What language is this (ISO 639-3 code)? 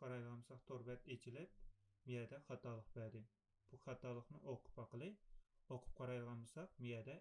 uig